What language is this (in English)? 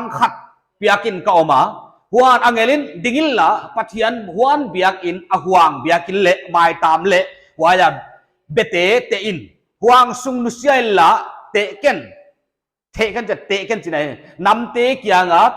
Paite Chin